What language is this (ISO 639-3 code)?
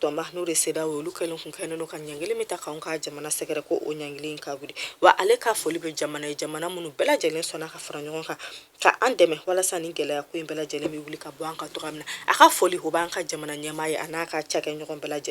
bam